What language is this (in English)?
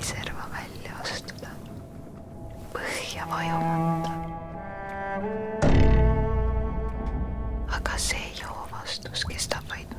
Estonian